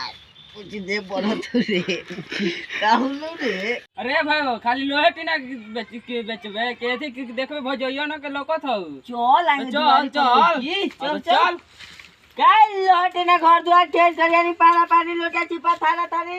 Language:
Magahi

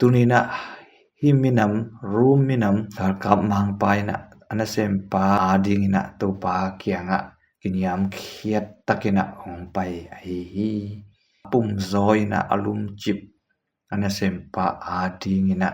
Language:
Tedim Chin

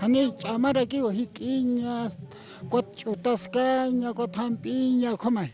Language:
Aymara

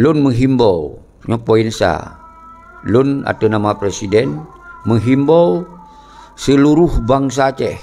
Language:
Achinese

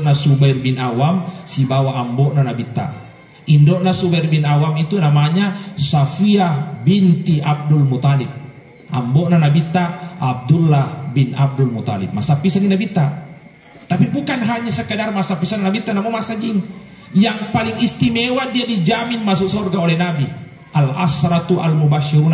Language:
Buginese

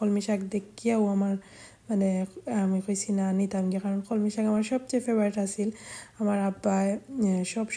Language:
Sylheti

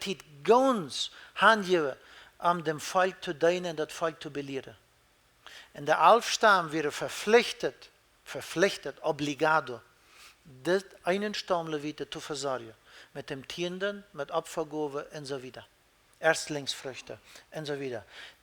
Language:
Plautdietsch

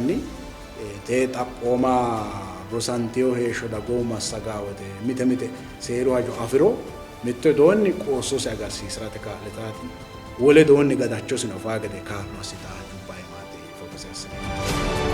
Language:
Sidamo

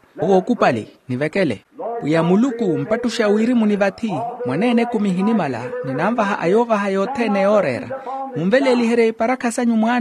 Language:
Makhuwa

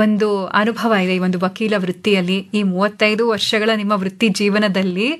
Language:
Kannada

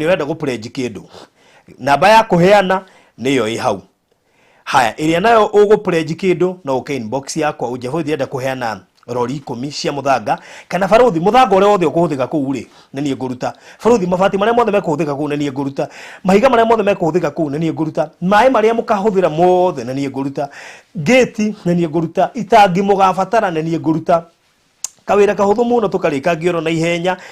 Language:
Kikuyu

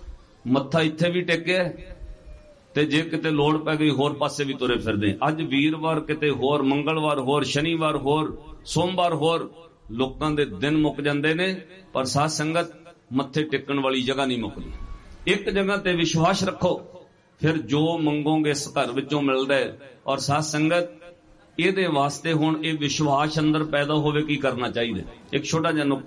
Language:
Punjabi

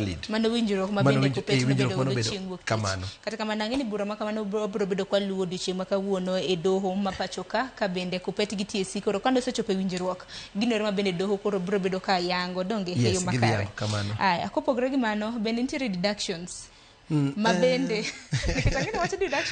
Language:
Luo (Kenya and Tanzania)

